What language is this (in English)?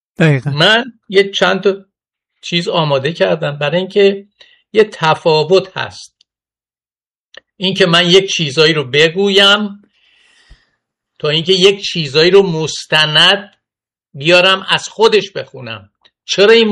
Persian